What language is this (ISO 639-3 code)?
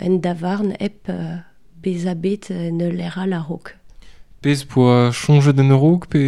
bre